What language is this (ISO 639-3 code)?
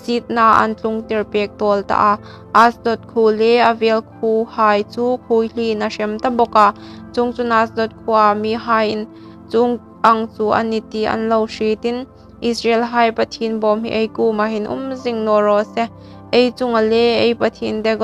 hmr